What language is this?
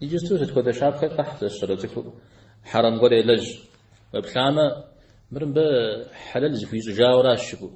Kabardian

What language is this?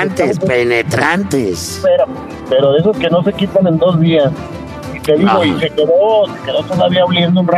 Spanish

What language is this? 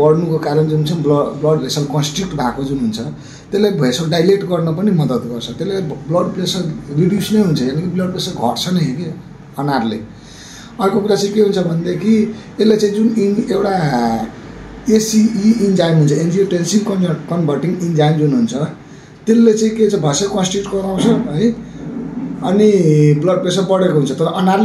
Nepali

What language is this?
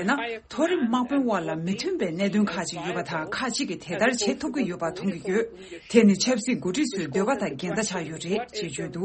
Tibetan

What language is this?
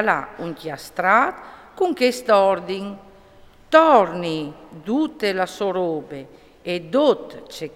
Friulian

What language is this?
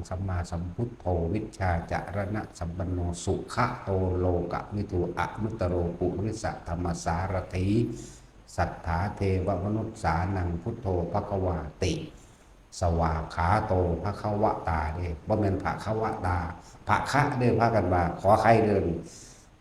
Northeastern Thai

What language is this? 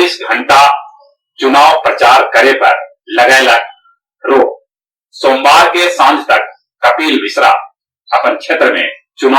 Magahi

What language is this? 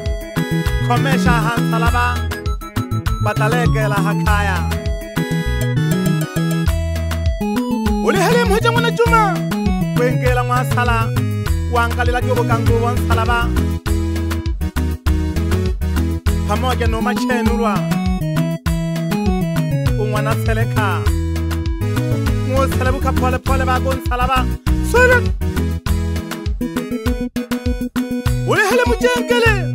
Swahili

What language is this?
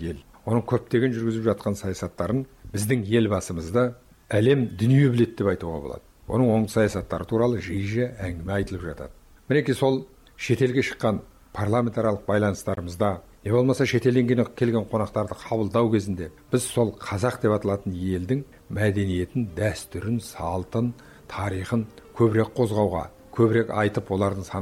Kazakh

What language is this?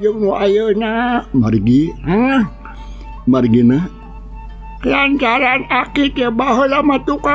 Sundanese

